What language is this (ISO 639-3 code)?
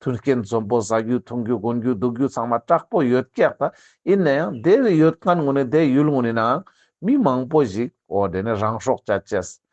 lbj